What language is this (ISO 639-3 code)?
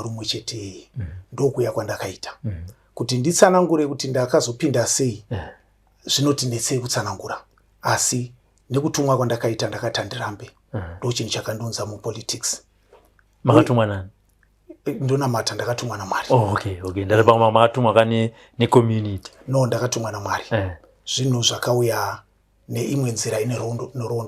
sna